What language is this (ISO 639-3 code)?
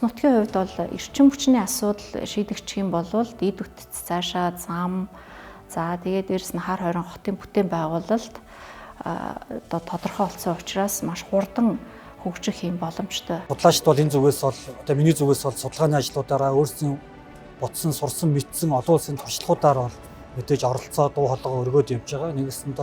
mon